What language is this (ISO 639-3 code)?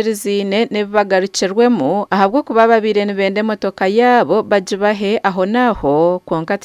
nyn